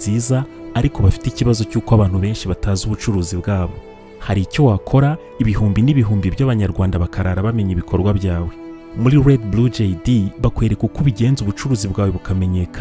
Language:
Kinyarwanda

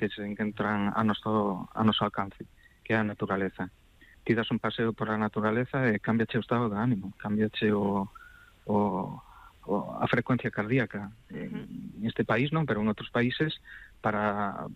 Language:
Galician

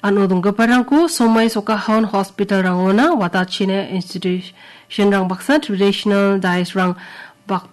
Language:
Garo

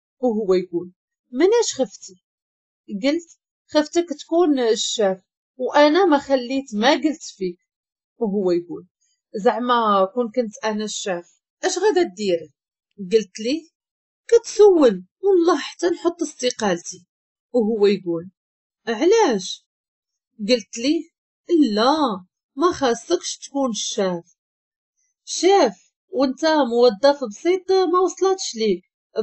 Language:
Moroccan Arabic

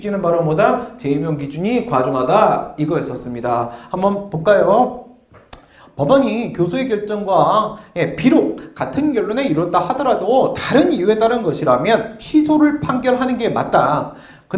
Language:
Korean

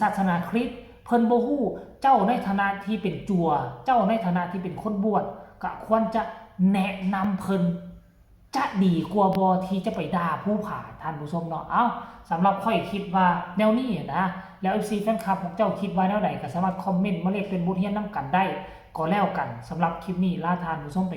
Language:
Northeastern Thai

